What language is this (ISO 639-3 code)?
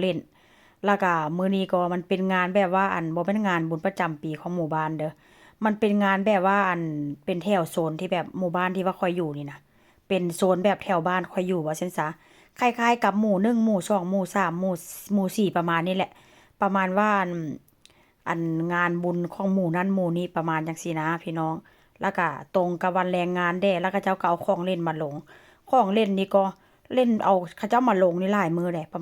tts